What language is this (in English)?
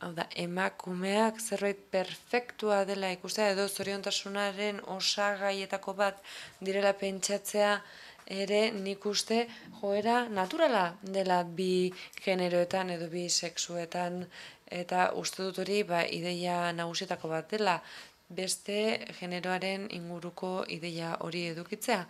Basque